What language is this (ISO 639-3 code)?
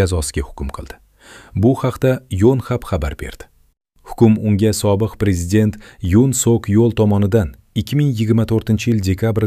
uzb